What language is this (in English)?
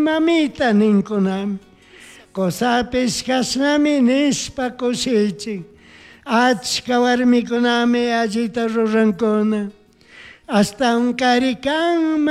Chimborazo Highland Quichua